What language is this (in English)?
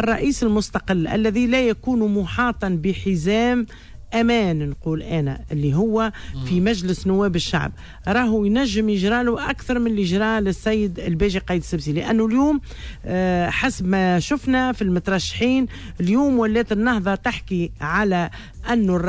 Tunisian Arabic